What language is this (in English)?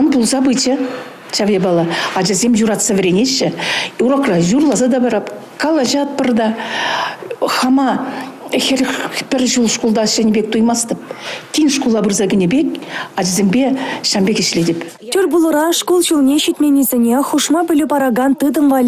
Chuvash